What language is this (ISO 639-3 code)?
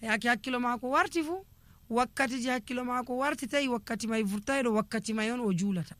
fuv